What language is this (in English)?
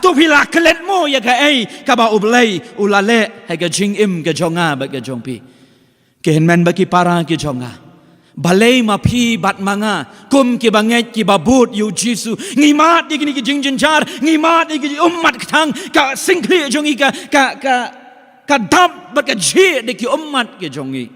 Khasi